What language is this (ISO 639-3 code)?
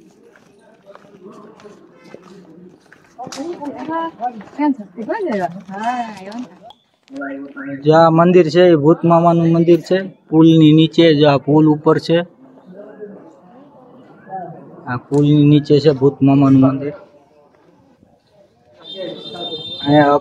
guj